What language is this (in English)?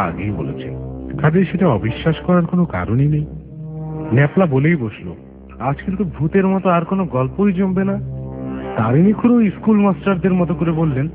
Bangla